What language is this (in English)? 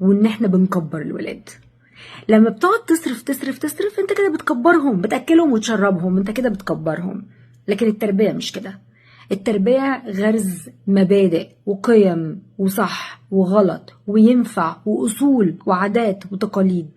Egyptian Arabic